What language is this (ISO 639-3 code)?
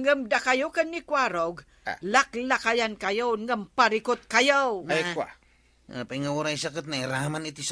ilo